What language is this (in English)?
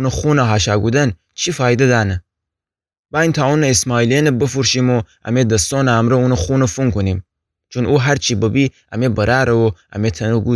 Gilaki